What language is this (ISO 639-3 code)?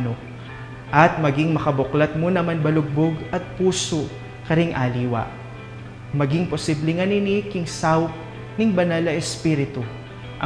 pam